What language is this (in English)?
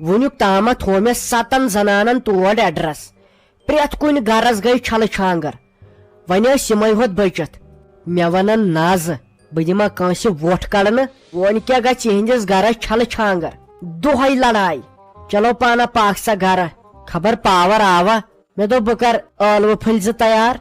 Kashmiri